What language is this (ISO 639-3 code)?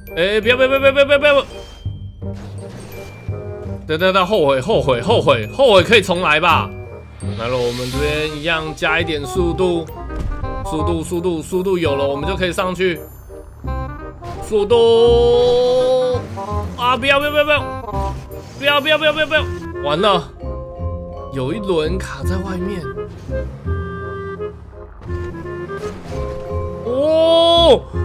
zho